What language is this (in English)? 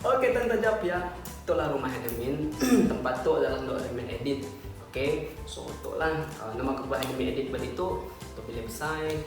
Iban